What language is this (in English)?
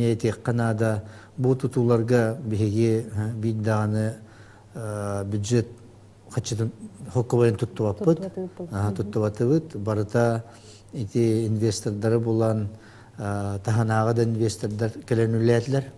Yakut